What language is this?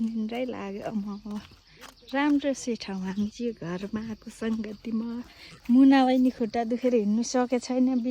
Nepali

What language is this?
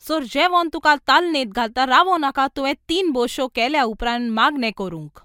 Konkani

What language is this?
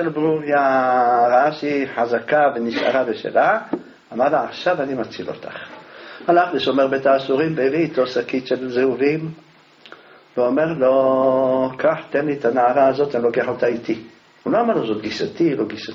Hebrew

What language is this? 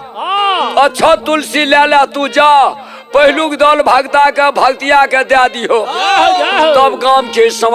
Maithili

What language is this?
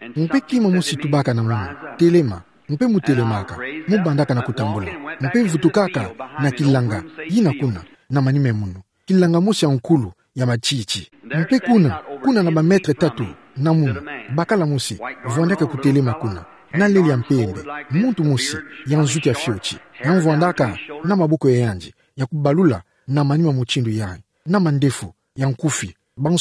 Kituba (Democratic Republic of Congo)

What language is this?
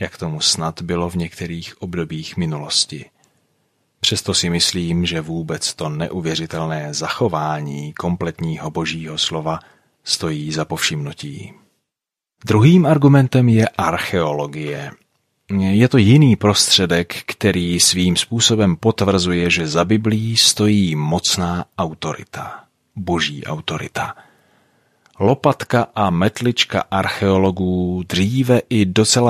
Czech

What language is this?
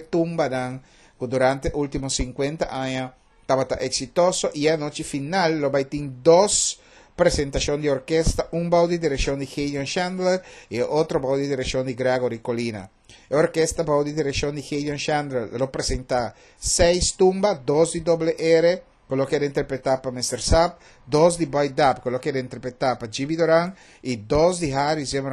Papiamento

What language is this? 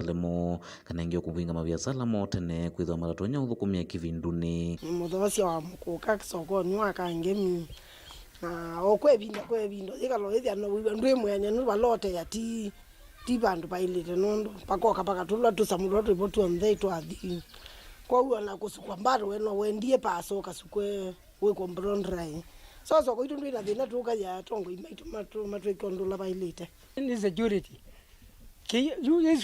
Kamba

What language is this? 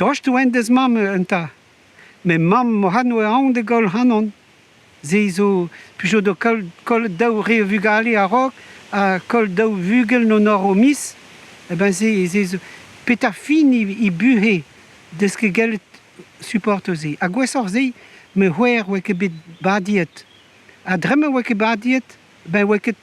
Breton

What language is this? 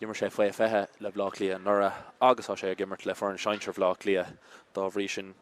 Irish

